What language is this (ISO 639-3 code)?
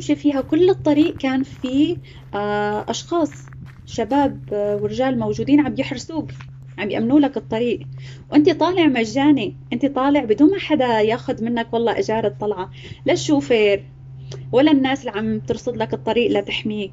apc